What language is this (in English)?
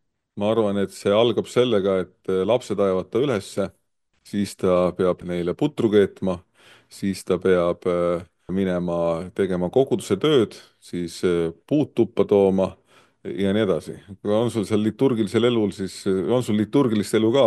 Estonian